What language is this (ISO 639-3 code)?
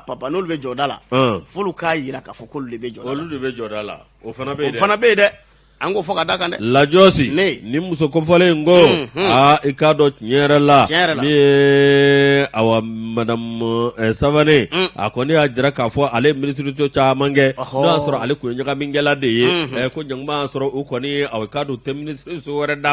bam